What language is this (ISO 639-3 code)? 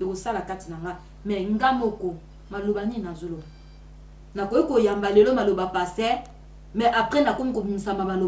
lin